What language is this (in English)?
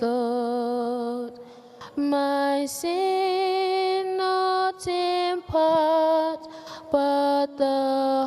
Akan